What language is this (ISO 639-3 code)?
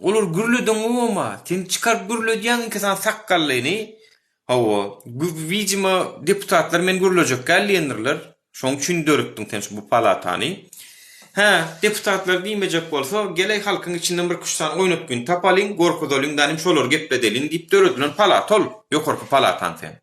tuk